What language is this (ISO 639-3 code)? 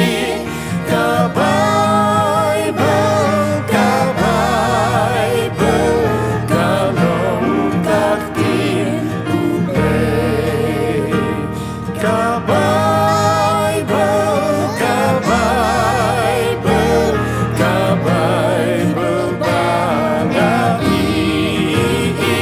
kha